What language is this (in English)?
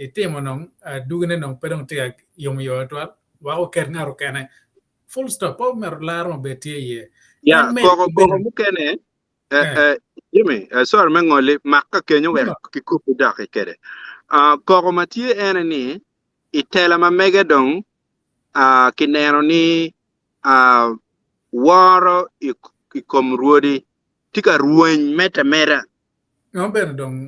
Acoli